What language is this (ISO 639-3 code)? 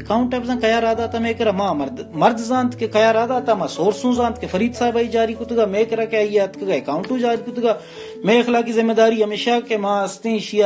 bal